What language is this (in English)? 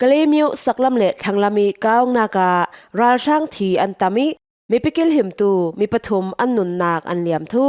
Falam Chin